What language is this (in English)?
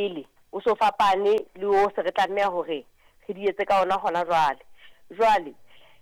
Southern Sotho